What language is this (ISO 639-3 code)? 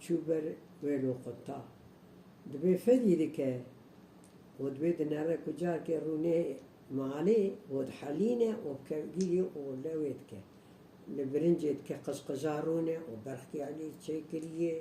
kur